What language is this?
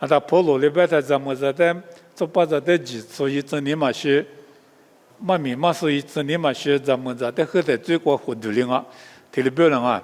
Lisu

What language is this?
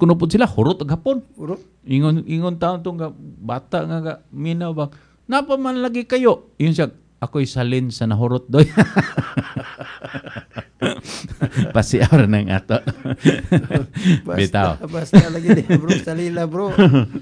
Cebuano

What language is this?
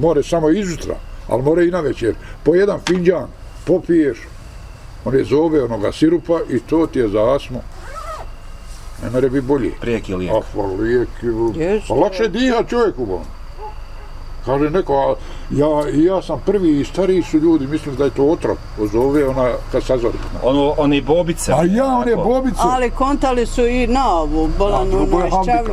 Bosnian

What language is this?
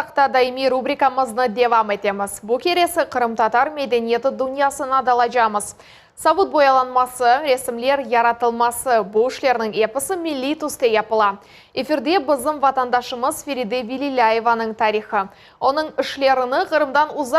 Crimean Tatar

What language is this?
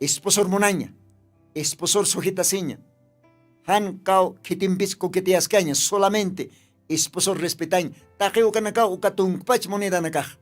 Aymara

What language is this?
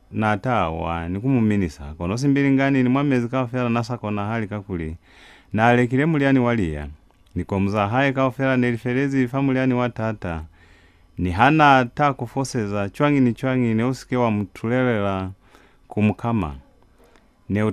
Lozi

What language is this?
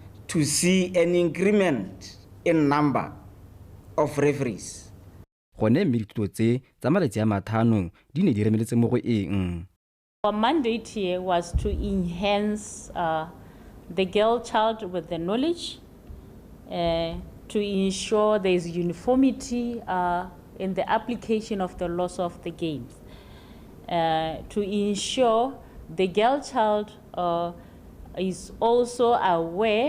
Tswana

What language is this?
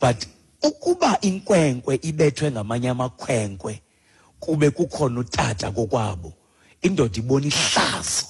Xhosa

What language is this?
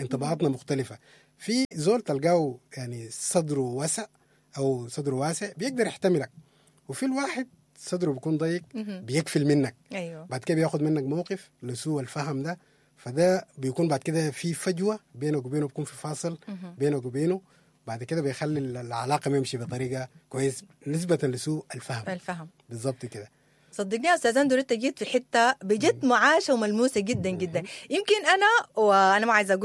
Sudanese Arabic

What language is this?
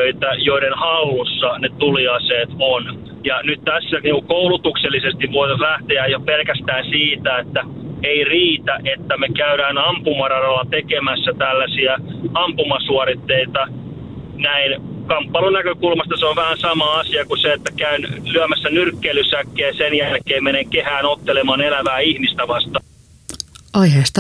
Finnish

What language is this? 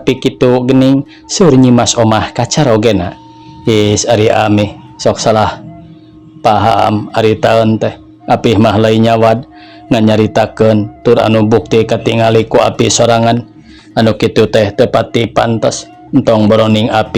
Sundanese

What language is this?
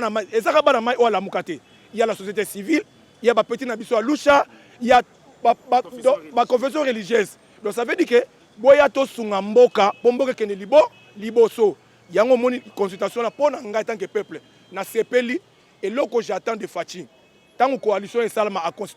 Lingala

